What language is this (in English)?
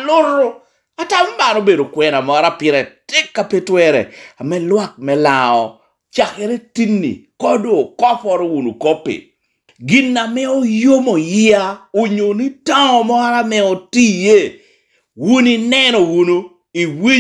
Lango (Uganda)